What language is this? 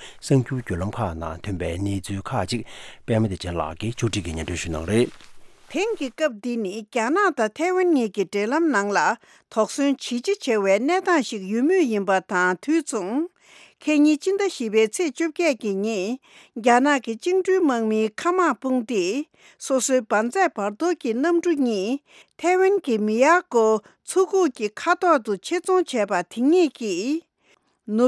Tibetan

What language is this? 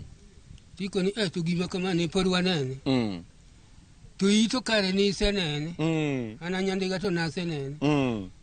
Luo (Kenya and Tanzania)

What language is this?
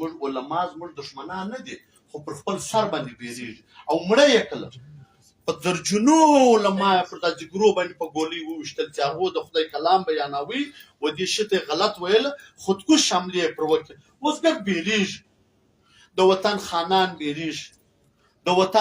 Pashto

